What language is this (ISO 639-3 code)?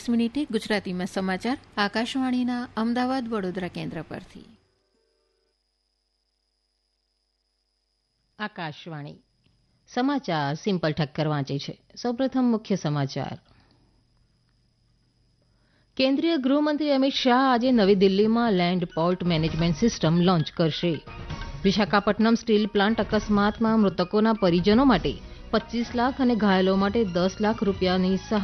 guj